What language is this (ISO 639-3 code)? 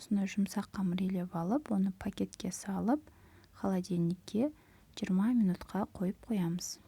kaz